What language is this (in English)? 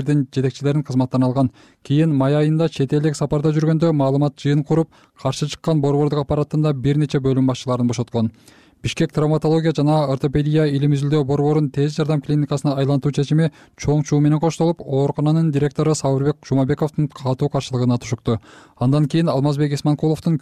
Kyrgyz